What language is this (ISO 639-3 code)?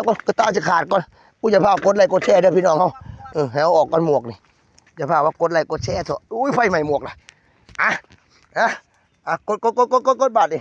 tts